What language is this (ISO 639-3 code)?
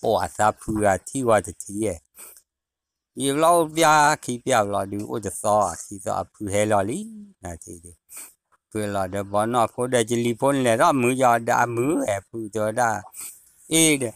ksw